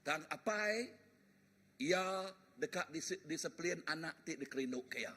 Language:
Iban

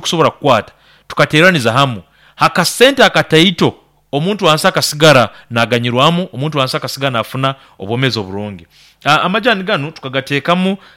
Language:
Nyankole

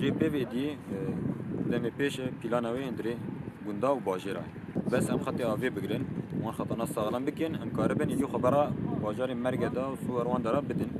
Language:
Kurdish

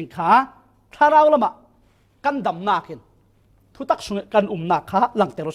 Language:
Falam Chin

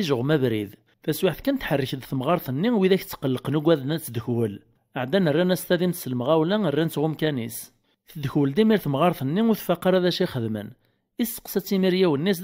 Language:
Kabyle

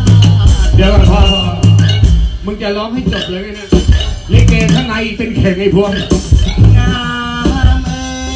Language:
Thai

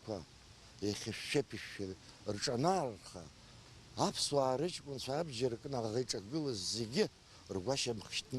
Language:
Abkhazian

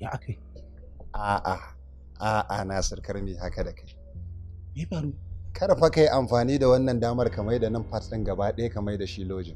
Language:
Hausa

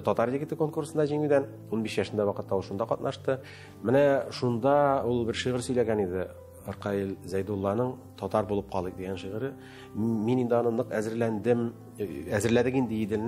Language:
Tatar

